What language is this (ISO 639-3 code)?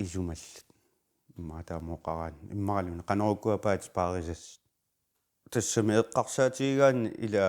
kal